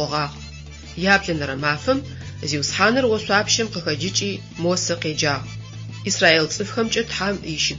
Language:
Adyghe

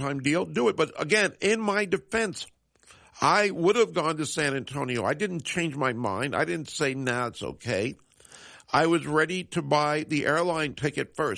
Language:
English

